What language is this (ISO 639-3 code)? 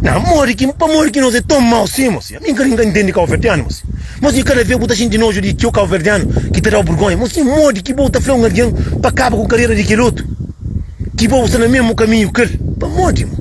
kea